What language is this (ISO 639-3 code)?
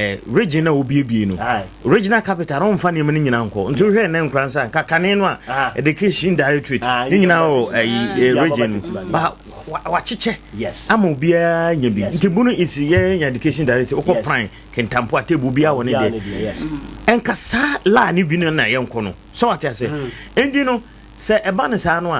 aka